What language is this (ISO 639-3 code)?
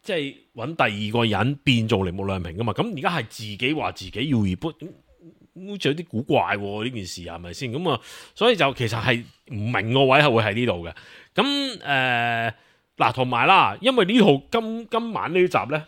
yue